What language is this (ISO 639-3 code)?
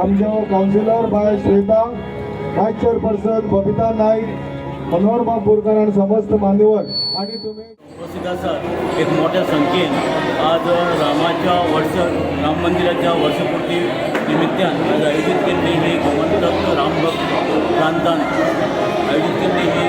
kok